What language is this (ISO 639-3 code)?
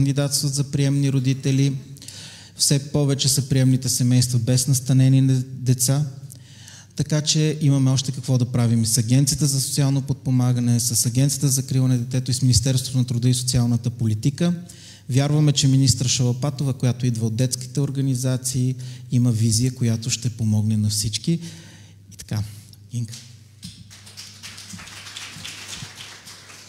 bul